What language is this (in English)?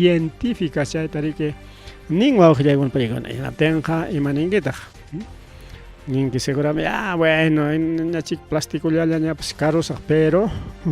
Ayacucho Quechua